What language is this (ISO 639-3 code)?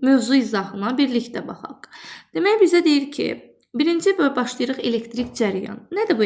aze